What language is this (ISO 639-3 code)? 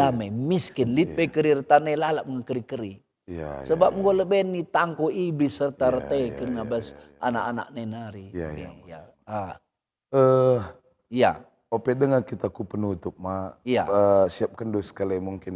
btx